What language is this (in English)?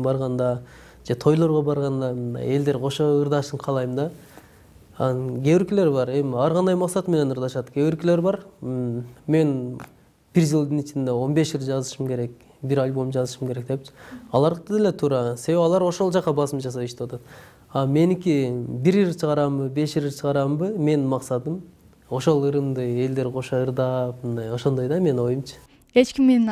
Kyrgyz